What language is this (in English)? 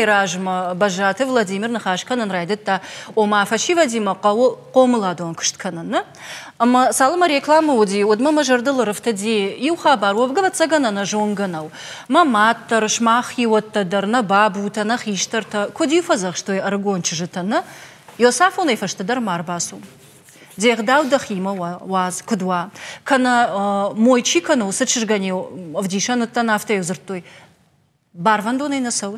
Ossetic